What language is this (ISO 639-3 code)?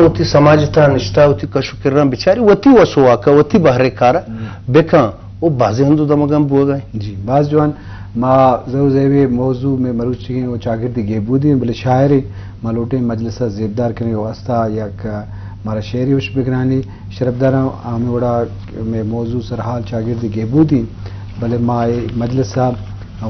bgp